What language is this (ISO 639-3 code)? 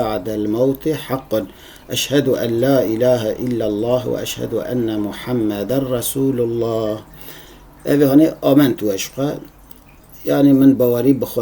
kur